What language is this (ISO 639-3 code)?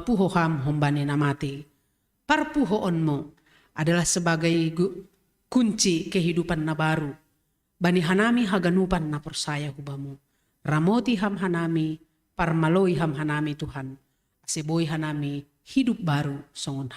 bts